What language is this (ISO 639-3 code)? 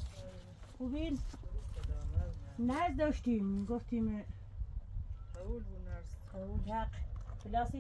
fas